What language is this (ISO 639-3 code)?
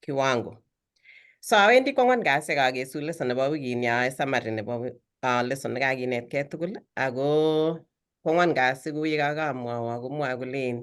kln